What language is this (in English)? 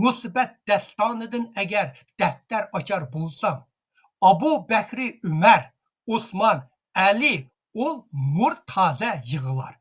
Uyghur